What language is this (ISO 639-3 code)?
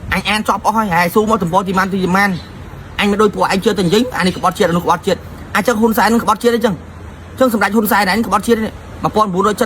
khm